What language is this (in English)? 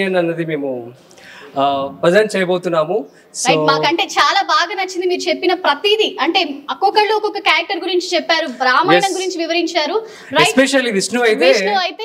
Telugu